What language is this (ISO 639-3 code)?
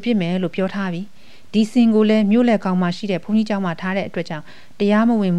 mya